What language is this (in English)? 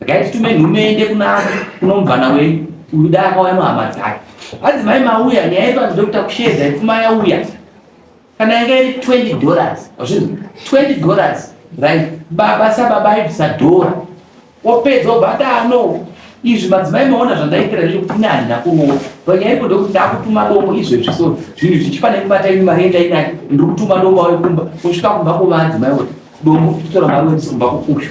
Shona